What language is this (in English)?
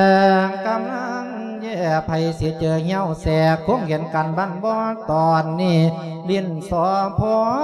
Lao